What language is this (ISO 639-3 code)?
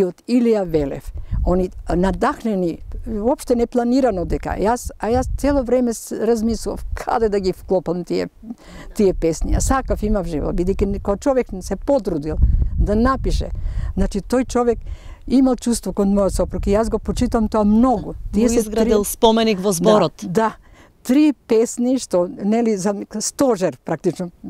mkd